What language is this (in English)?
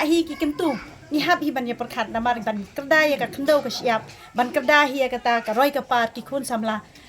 Khasi